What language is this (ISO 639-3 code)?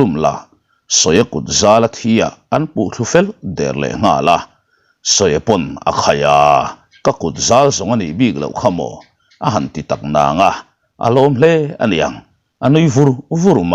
lus